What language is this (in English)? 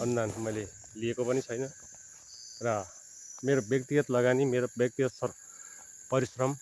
Nepali